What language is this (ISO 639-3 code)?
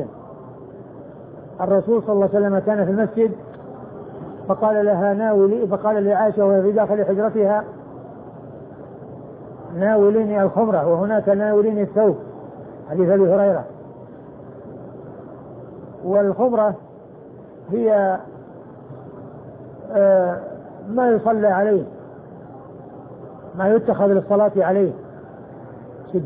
ara